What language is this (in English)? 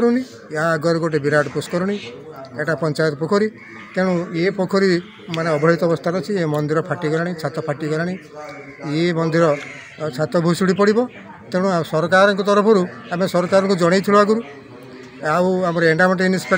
Odia